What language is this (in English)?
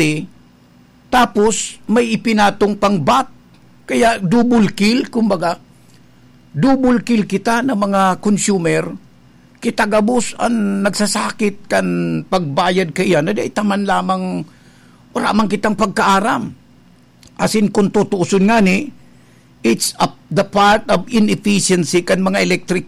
Bikol